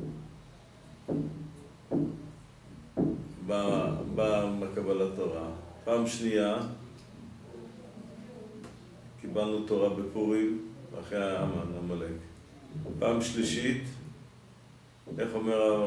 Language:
Hebrew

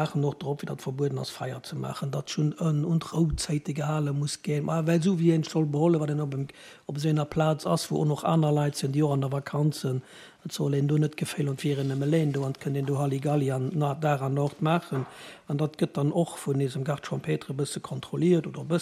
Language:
Luxembourgish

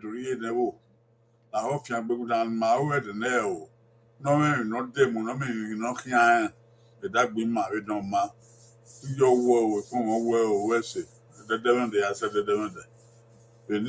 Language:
Bini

